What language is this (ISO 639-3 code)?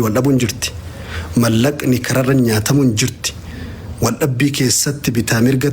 orm